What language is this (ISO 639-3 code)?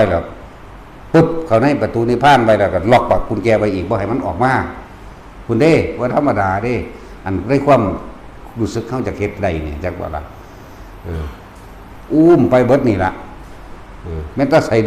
tts